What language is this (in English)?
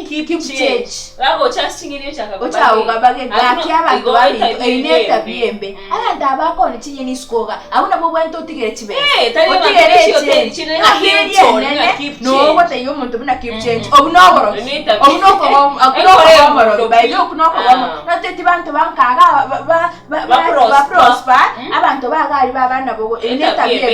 Gusii